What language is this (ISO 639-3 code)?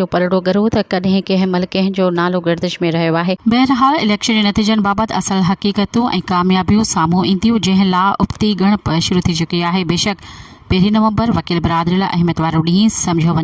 snd